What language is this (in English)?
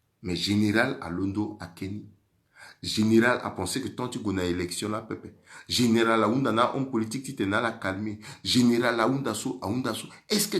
Sango